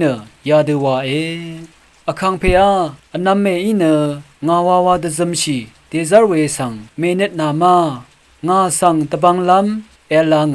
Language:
Rawang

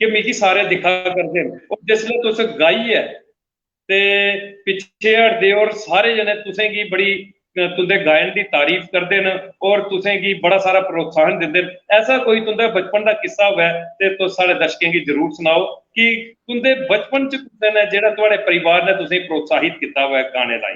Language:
Dogri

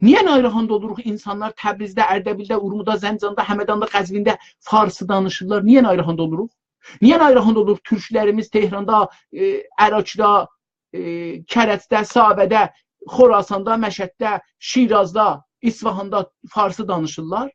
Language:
South Azerbaijani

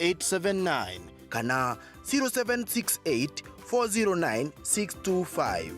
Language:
Meru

